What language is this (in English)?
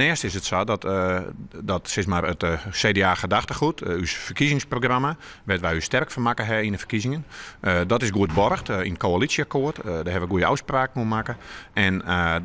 Western Frisian